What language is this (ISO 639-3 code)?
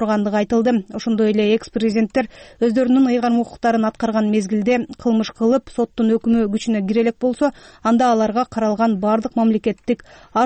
kir